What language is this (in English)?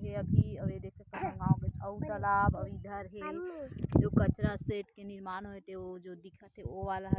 Chhattisgarhi